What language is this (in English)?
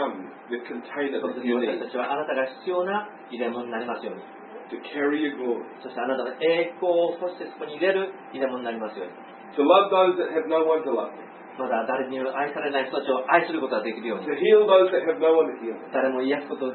Japanese